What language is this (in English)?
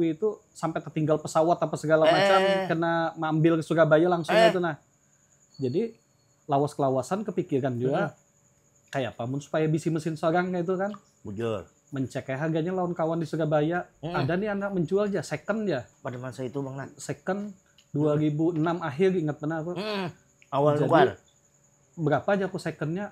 Banjar